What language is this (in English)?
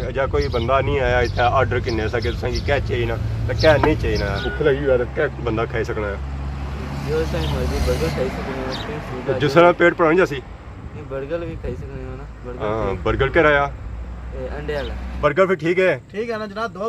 Pahari-Potwari